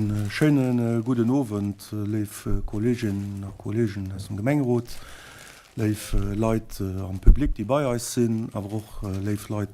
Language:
Luxembourgish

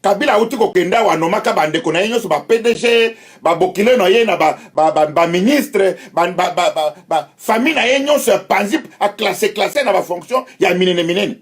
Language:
Lingala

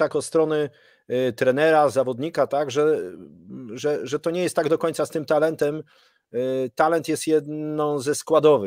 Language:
Polish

